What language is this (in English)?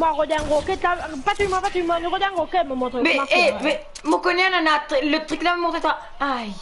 Morisyen